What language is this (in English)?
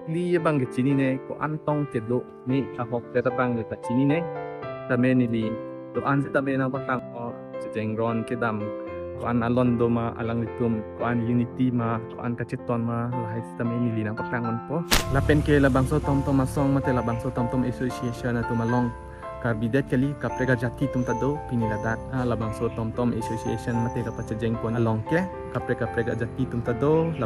Karbi